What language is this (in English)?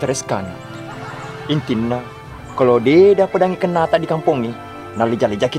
Buginese